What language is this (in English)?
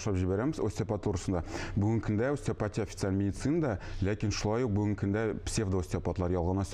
Tatar